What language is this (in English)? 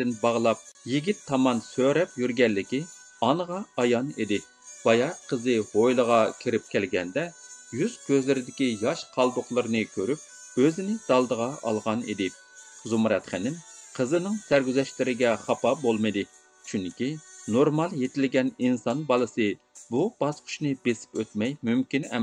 Uyghur